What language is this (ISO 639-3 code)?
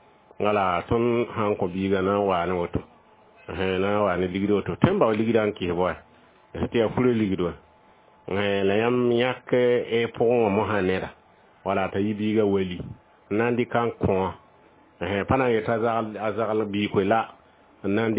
mos